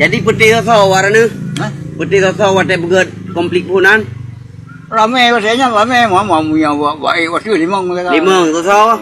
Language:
Achinese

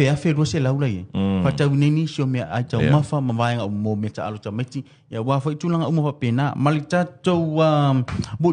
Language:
Samoan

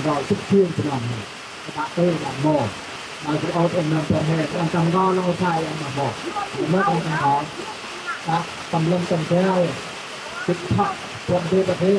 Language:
Central Mnong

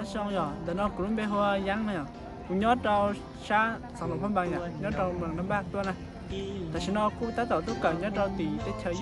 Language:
Hmong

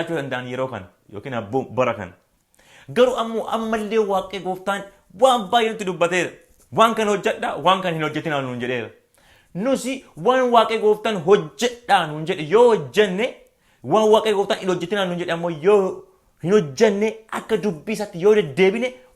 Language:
Oromo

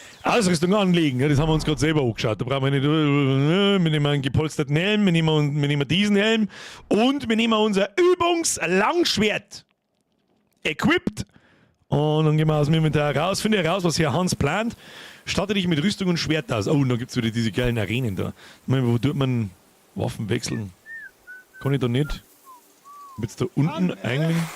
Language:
Bavarian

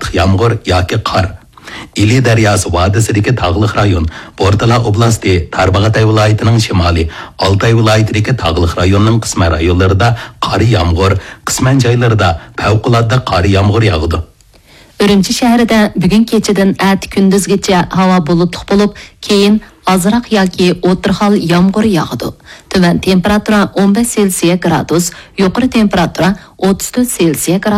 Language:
Uyghur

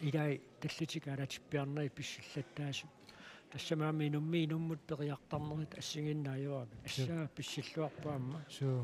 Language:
Kalaallisut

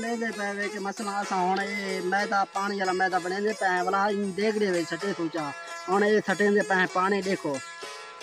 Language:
Saraiki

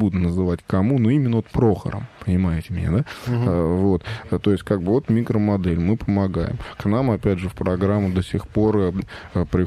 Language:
Russian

